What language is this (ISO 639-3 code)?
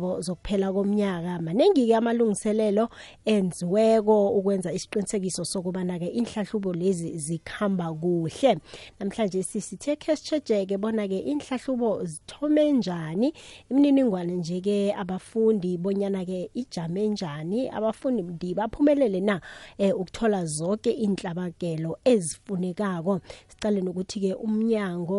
nbl